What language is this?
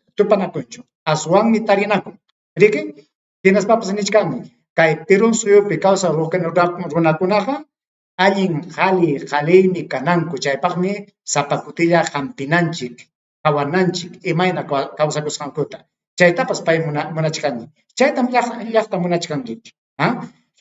Ayacucho Quechua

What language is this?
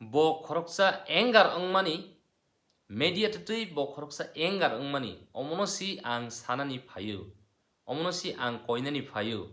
Kok Borok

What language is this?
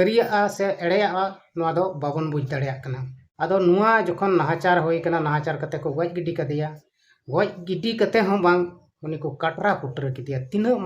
Santali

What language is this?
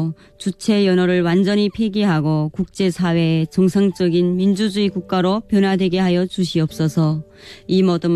Korean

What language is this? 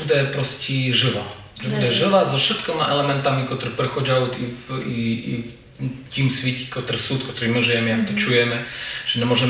Rusyn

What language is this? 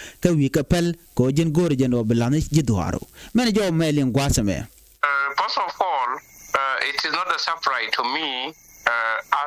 Nuer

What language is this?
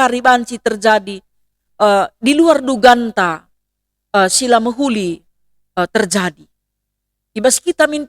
Batak Karo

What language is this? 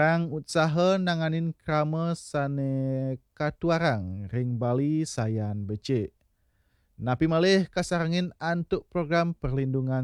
Balinese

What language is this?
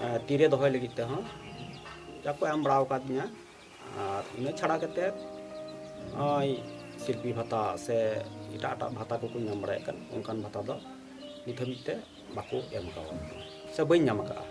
Santali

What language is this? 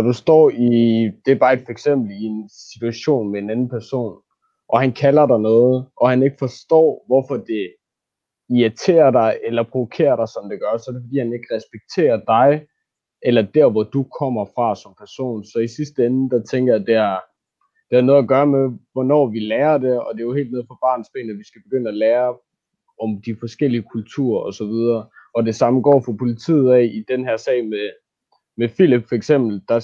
Danish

